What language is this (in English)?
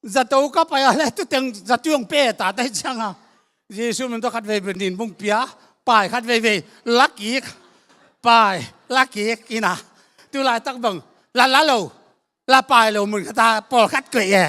Tedim Chin